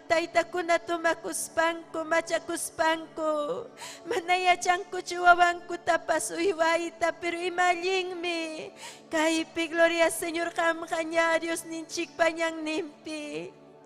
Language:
Ayacucho Quechua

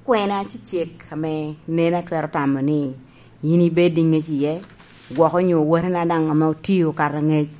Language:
Lango (Uganda)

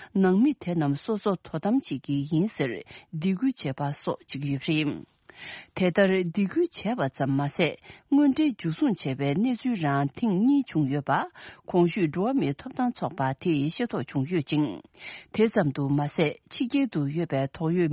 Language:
Tibetan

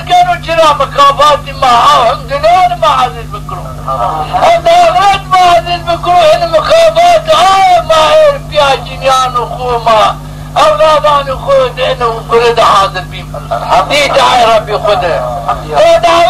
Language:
Zaza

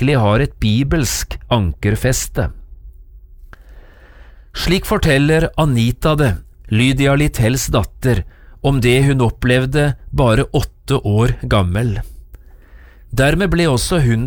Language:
Norwegian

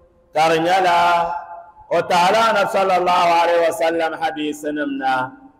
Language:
Dagbani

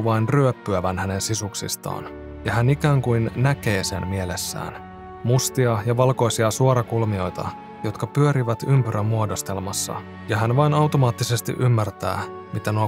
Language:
Finnish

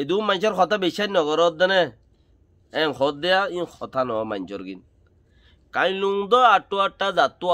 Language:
Rohingya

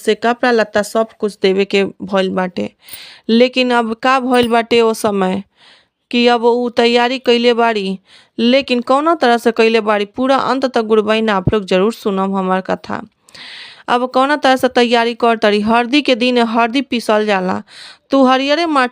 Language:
Bhojpuri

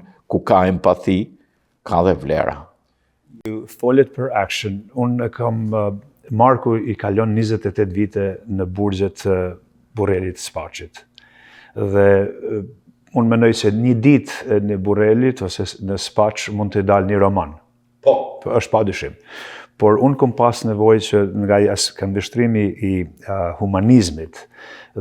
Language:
Albanian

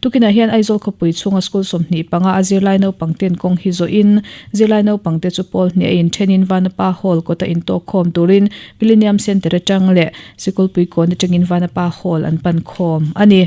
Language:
Mizo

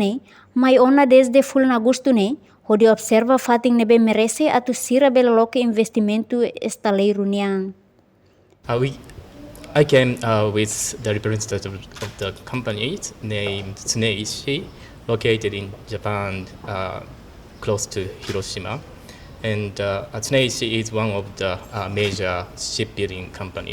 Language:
Tetum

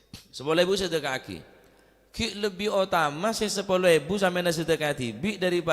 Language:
Madurese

